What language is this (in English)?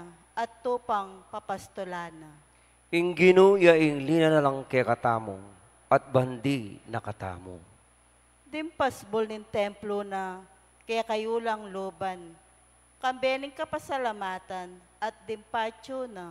Pampanga